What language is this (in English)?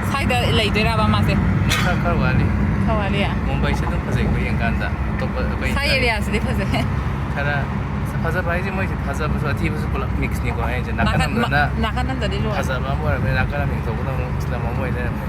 Manipuri